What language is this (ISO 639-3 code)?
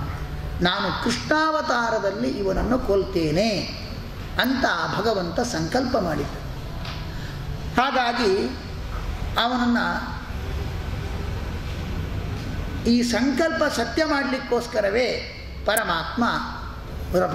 kan